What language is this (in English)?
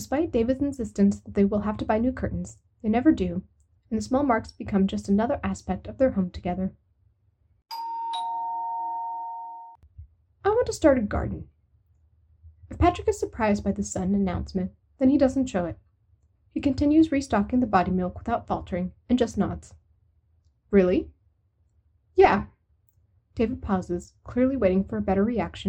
English